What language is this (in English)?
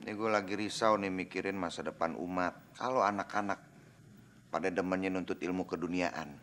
Betawi